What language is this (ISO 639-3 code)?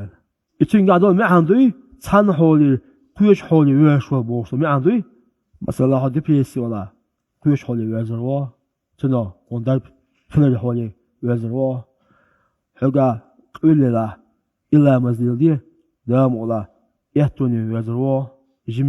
che